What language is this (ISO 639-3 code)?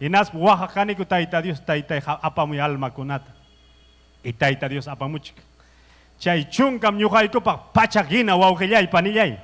quy